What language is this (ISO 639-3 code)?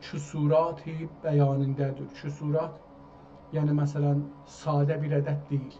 azb